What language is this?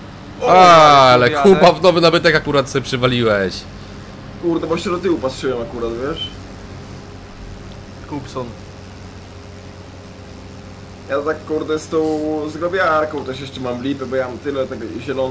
Polish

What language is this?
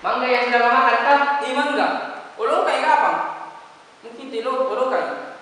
Makassar Malay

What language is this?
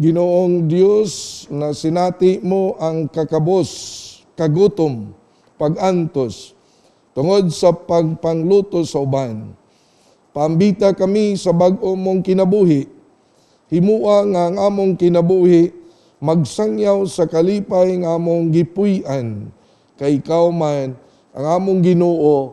Cebuano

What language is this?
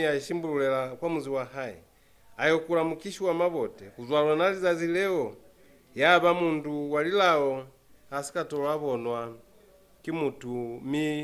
Lozi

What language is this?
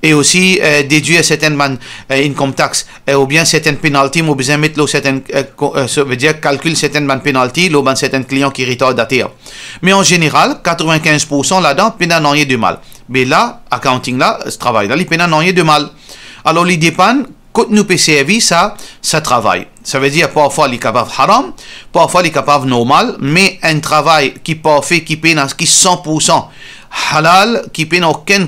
Morisyen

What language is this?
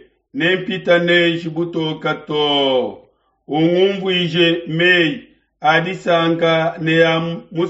Luba-Lulua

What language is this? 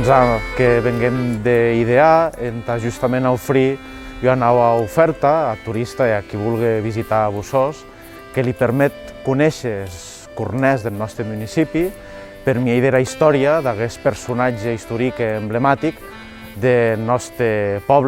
Occitan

